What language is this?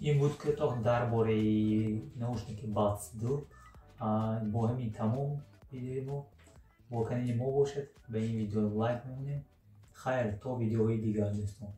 Tajik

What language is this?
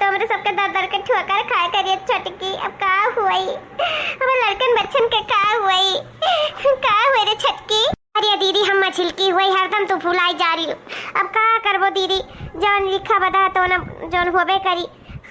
Awadhi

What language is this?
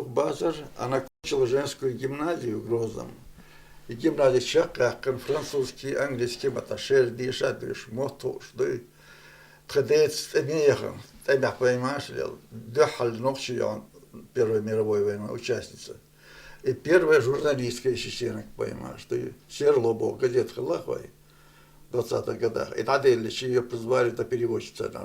Chechen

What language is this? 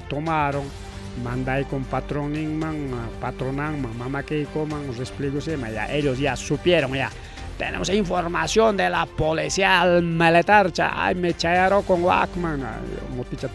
Ayacucho Quechua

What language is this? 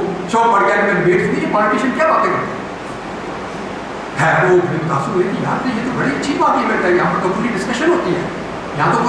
Urdu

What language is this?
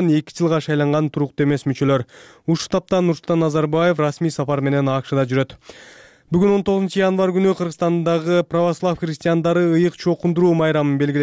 Kyrgyz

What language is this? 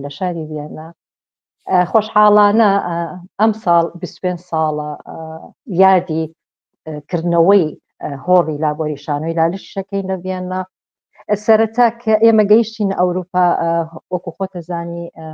Central Kurdish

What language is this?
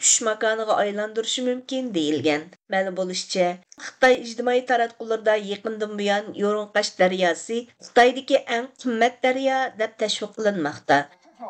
Uyghur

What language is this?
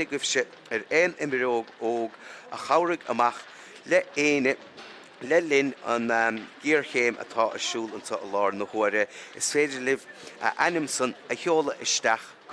Irish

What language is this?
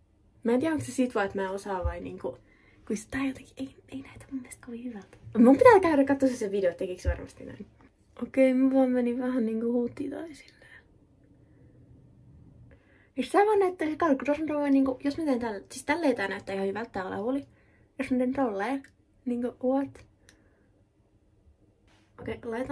Finnish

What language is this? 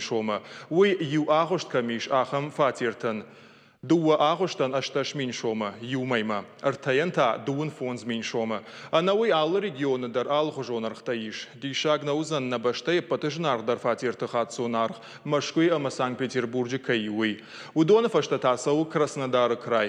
Ossetic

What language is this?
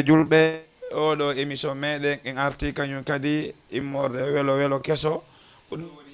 Fula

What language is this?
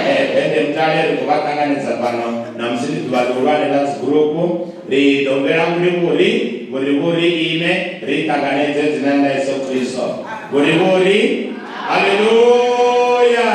Venda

